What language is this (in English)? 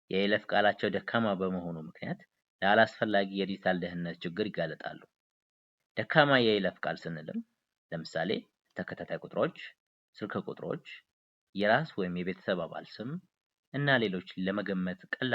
Amharic